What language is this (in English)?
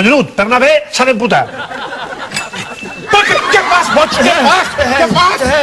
Catalan